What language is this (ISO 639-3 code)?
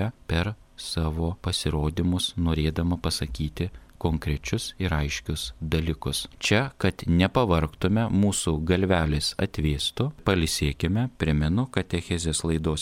lit